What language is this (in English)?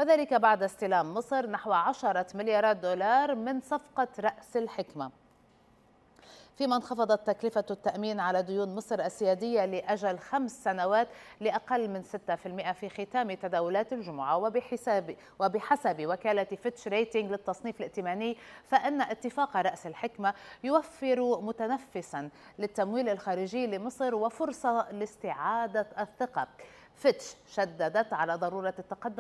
Arabic